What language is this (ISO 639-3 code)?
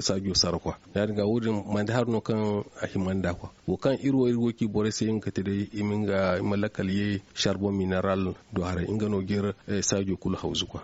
dje